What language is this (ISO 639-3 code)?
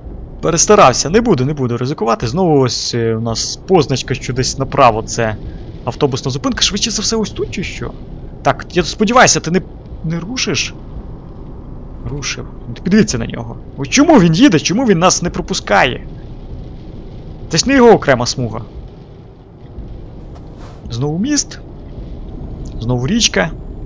ukr